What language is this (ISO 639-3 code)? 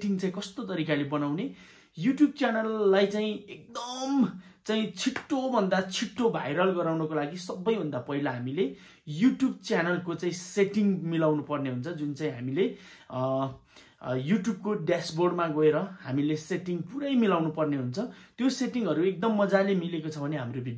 nep